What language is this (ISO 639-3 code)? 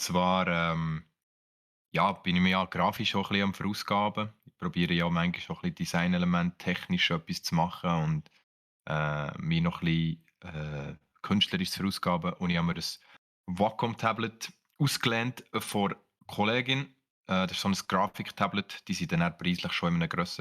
gsw